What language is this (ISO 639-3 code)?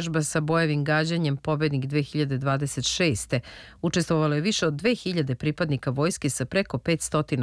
srp